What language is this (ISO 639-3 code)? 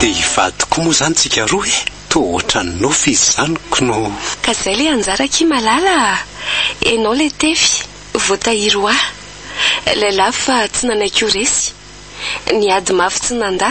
mlg